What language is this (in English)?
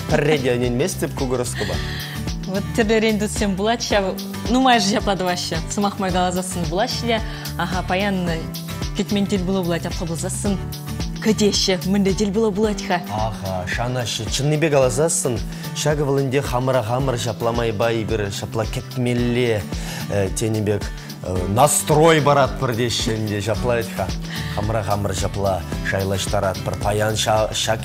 Chuvash